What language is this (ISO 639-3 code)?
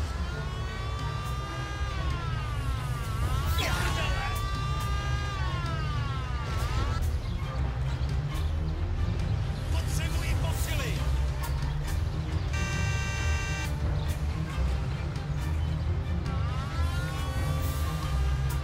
ces